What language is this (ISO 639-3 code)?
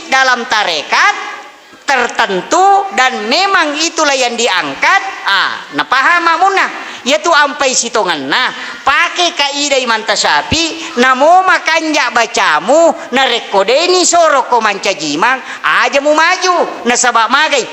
bug